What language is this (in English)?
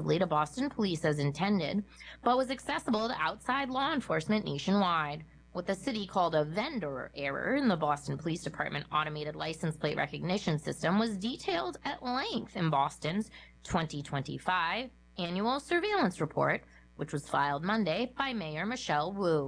English